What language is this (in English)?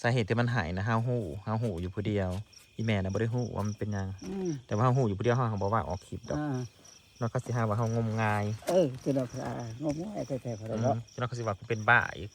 Northeastern Thai